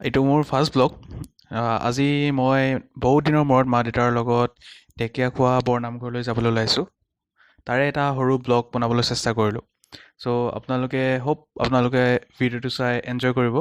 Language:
Assamese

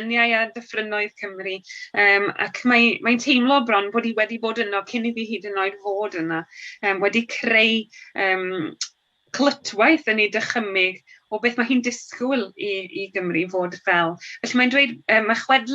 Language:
Welsh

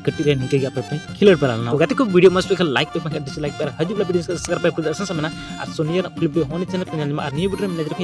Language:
Santali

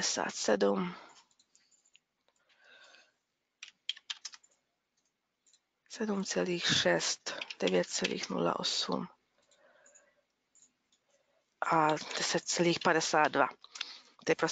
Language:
Czech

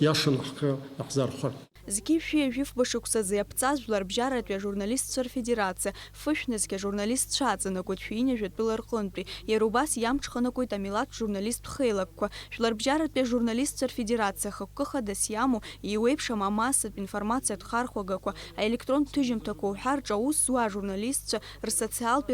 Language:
Abkhazian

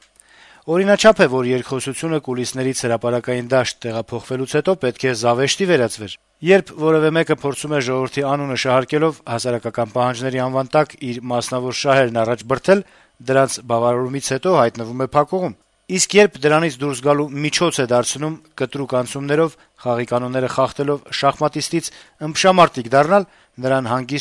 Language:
Armenian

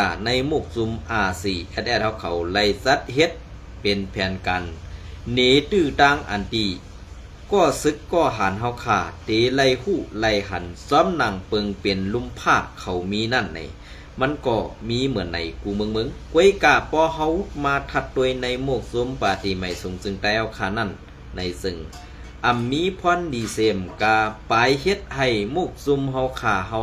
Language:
Shan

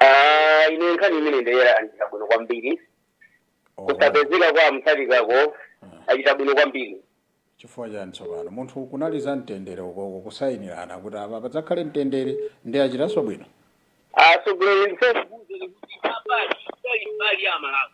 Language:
Nyanja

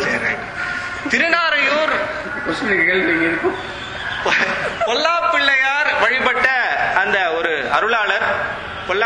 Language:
Tamil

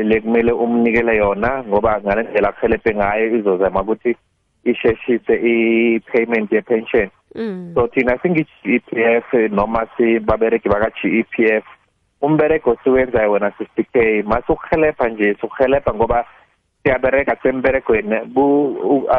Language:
South Ndebele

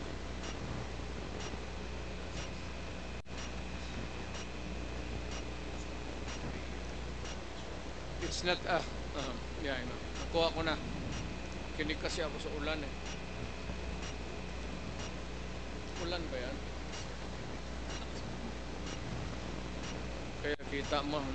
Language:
Filipino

